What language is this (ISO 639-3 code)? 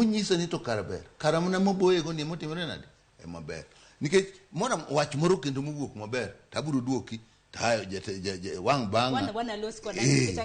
luo